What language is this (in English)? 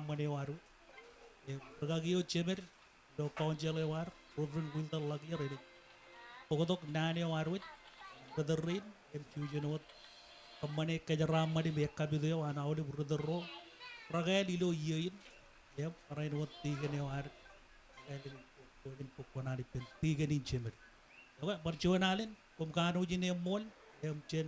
Marshallese